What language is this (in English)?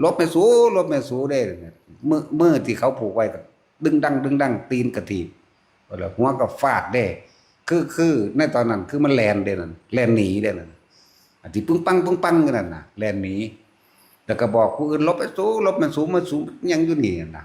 Northeastern Thai